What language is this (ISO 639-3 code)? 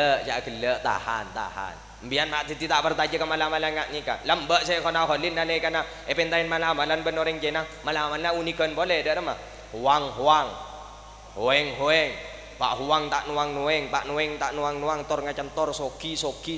mad